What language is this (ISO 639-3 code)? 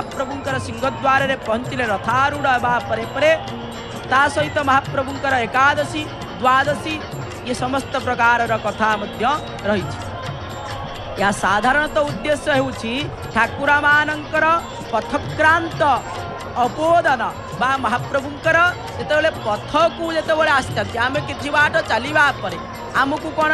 ori